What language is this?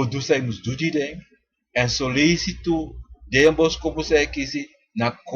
Sranan Tongo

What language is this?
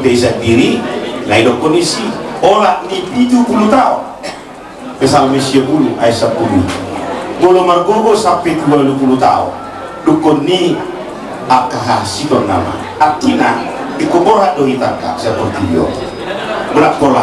Batak Toba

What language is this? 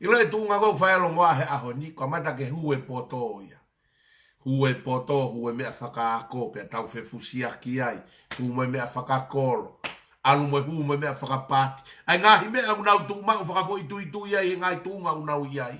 Tongan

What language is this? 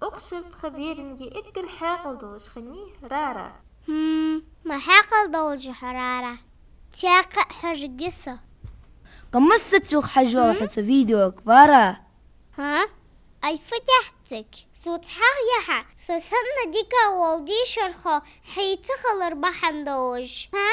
Ingush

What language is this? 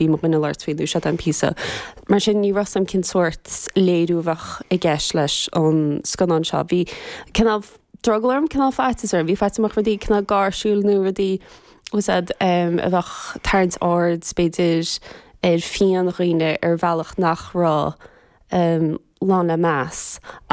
Irish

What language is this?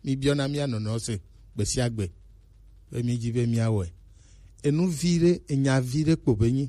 Gen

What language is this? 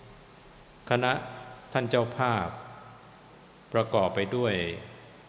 Thai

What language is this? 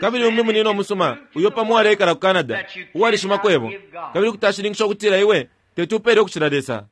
Bemba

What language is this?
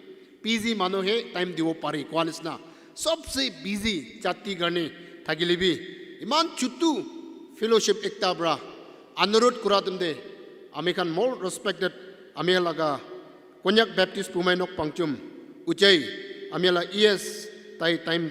Naga Pidgin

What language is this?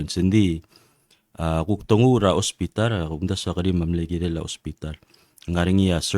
Palauan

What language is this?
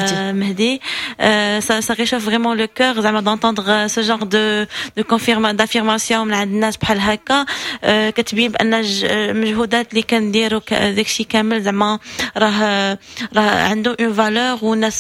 Moroccan Arabic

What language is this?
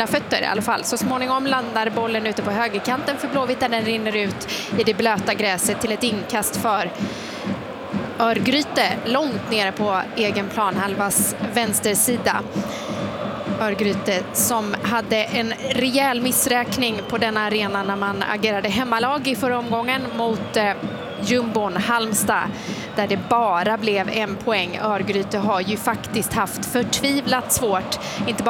Swedish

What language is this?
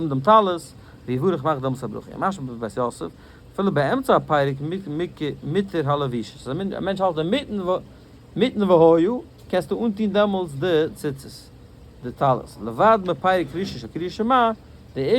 Yiddish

